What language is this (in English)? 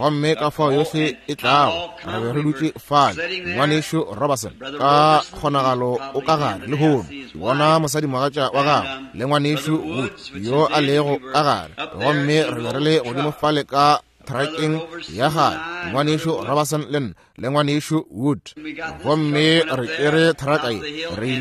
Northern Sotho